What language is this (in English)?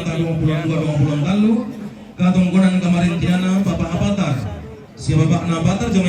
Toraja-Sa'dan